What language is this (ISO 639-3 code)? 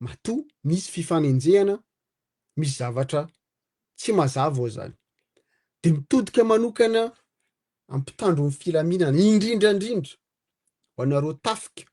mlg